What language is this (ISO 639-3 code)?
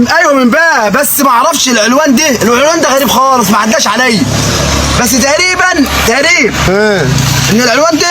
arz